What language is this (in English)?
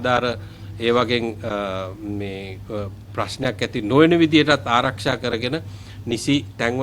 Sinhala